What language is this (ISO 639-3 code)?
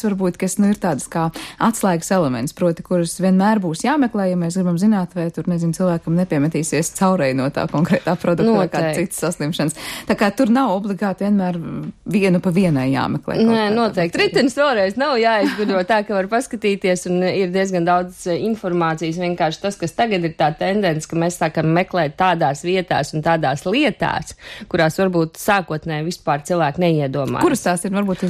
lav